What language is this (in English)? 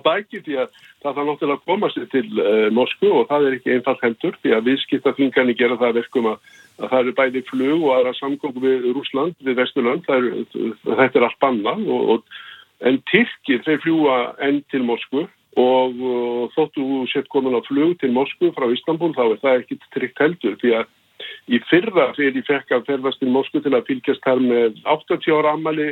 Icelandic